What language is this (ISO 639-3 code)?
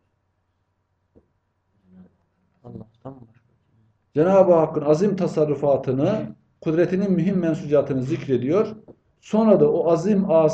tur